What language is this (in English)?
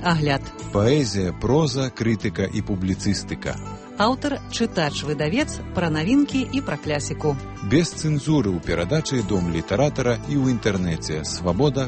Belarusian